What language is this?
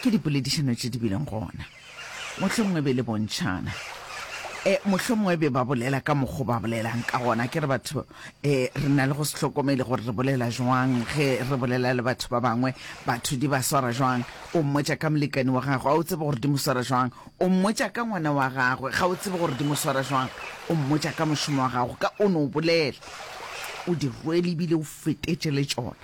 Northern Sotho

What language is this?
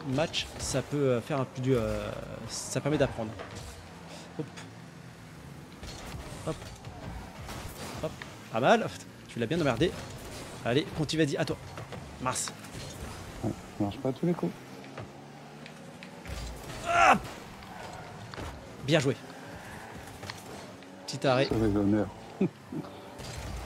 French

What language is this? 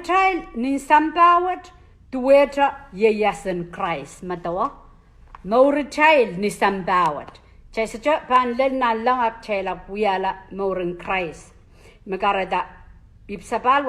Pohnpeian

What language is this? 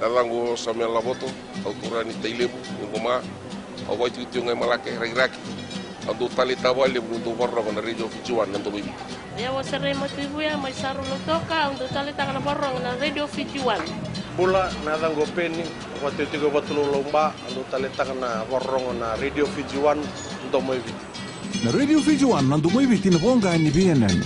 Fijian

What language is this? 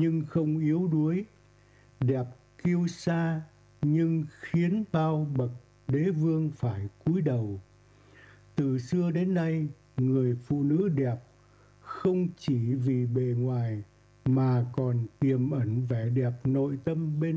Vietnamese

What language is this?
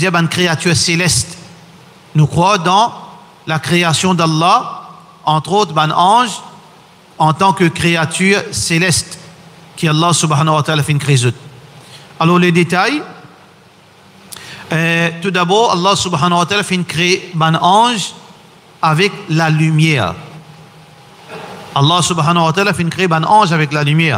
French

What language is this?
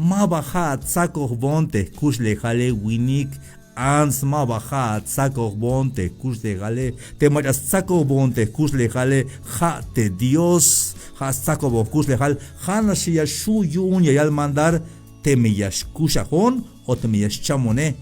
Tzeltal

